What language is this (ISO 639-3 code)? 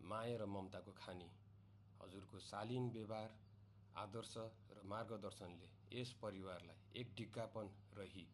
nep